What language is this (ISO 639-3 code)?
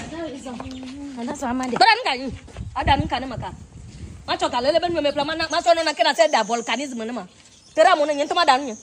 ewe